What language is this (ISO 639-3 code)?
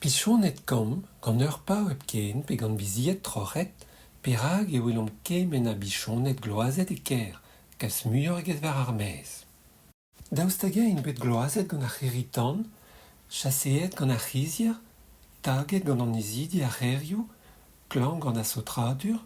bre